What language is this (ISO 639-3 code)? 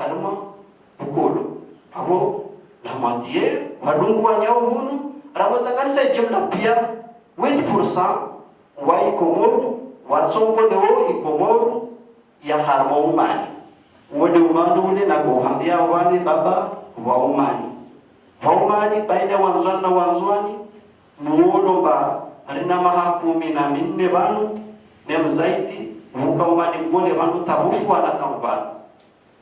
zdj